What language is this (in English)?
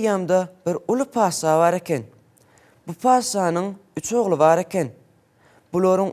Turkmen